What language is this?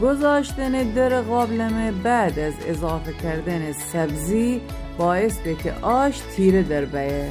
Gilaki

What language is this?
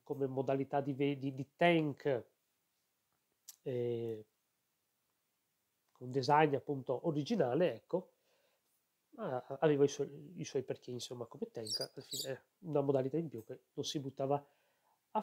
Italian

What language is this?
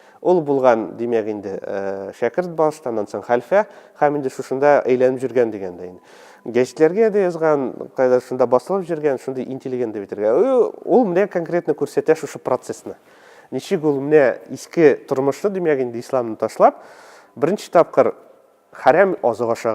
Tatar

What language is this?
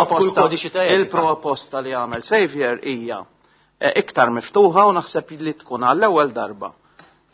Maltese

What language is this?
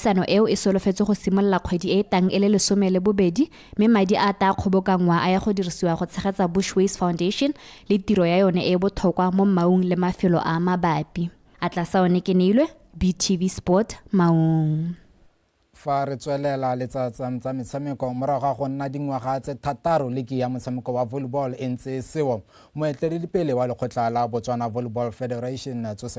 Tswana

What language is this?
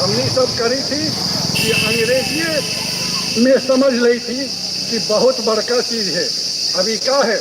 Magahi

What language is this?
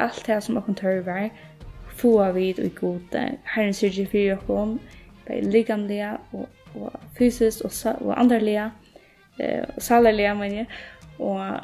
Faroese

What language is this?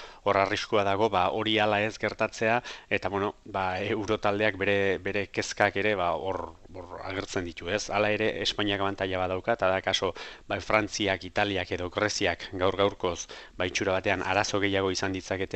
Basque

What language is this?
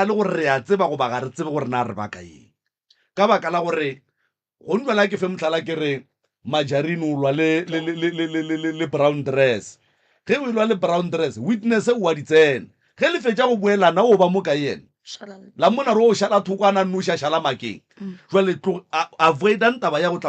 Northern Sotho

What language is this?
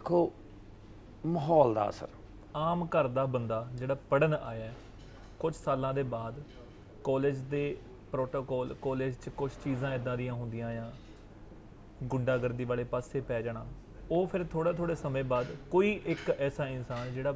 Punjabi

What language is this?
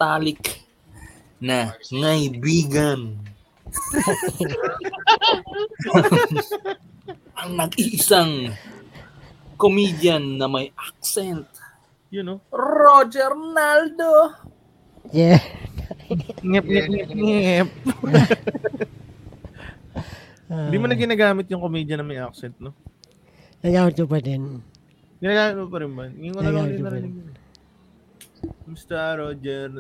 Filipino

